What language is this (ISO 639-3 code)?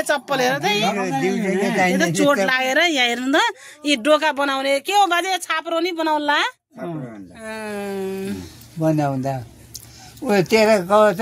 nep